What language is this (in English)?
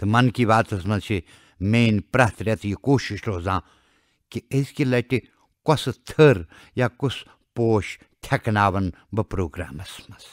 Kashmiri